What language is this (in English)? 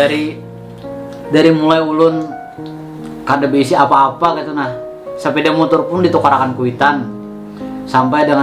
Banjar